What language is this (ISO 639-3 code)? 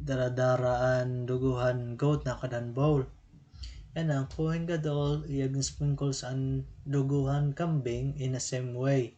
war